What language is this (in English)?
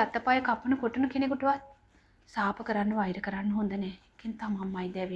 Sinhala